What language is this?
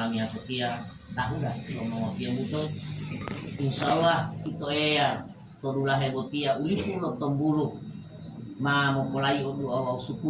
Gorontalo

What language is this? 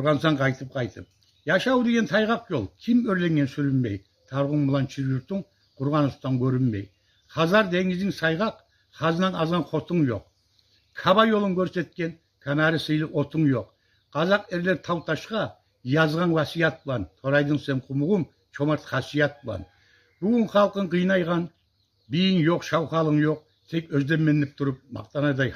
Kumyk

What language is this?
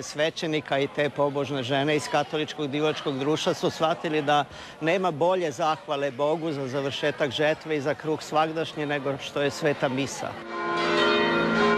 Croatian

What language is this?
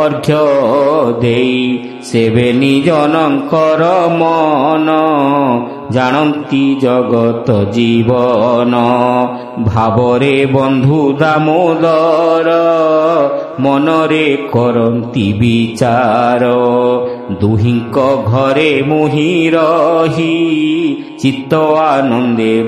Odia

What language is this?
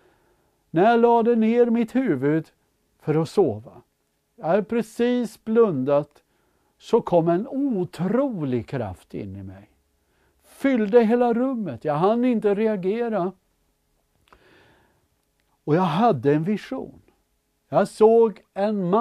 Swedish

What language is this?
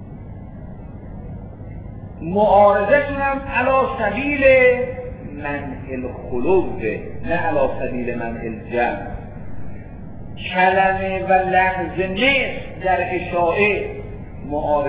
Persian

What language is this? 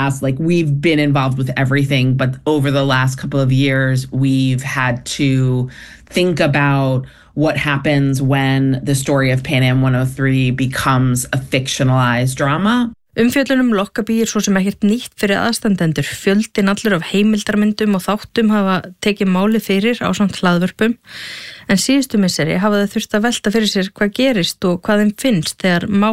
Icelandic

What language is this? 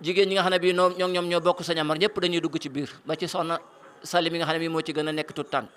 Wolof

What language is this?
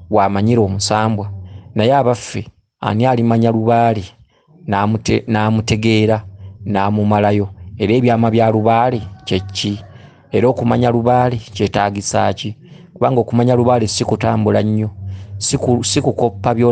Ganda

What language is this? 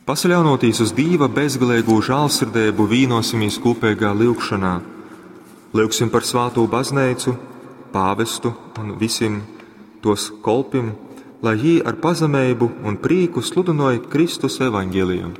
Latgalian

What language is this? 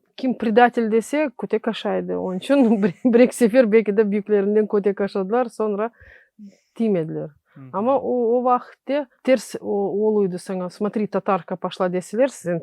Crimean Tatar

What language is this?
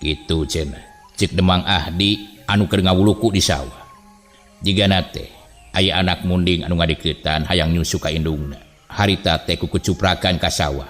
Sundanese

